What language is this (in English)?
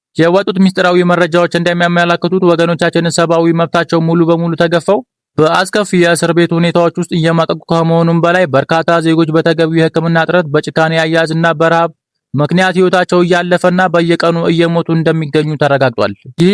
Amharic